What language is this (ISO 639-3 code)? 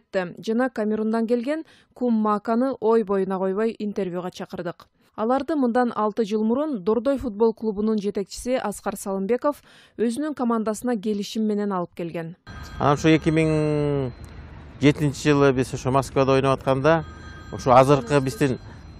kir